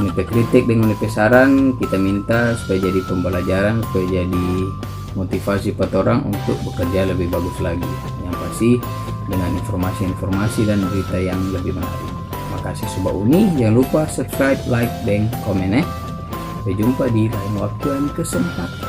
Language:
Manado Malay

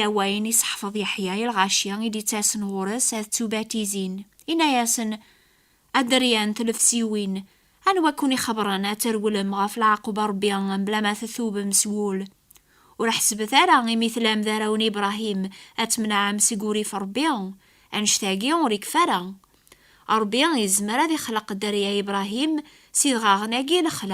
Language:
Kabyle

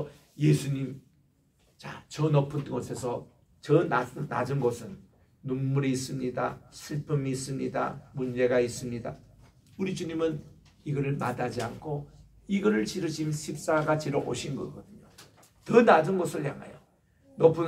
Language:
Korean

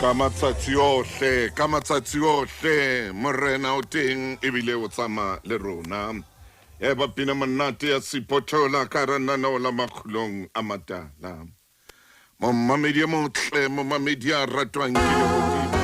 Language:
Southern Sotho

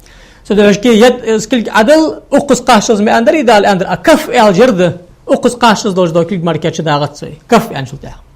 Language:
Ingush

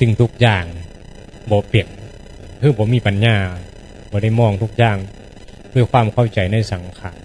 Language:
Northeastern Thai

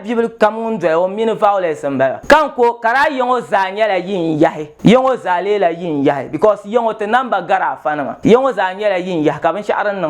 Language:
Dagbani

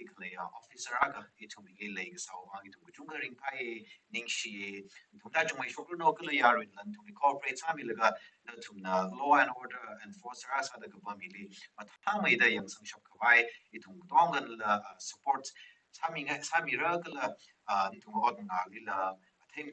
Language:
Tangkhul Naga (India)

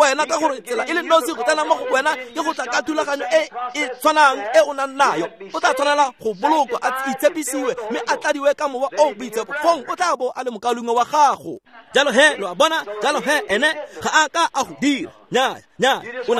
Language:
Tswana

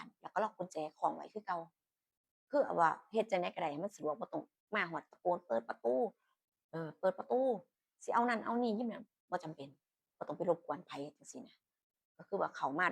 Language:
Northeastern Thai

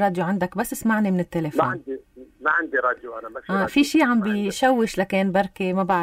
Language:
North Levantine Arabic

